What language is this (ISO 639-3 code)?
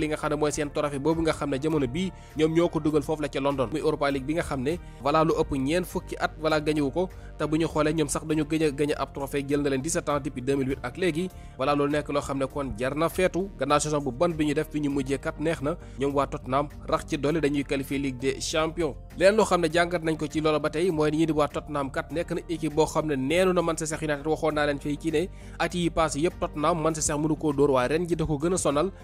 wol